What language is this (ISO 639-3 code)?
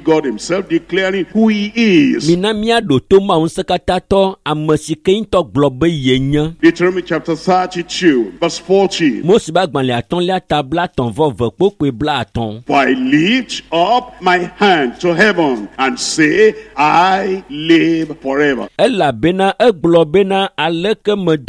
ewe